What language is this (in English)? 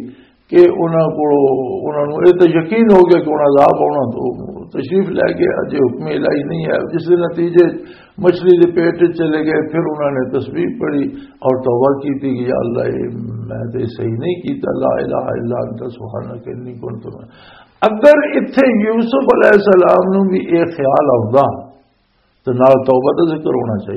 Western Panjabi